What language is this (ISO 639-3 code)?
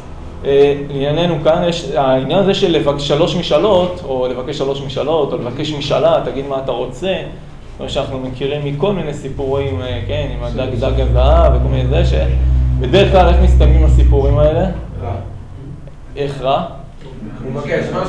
heb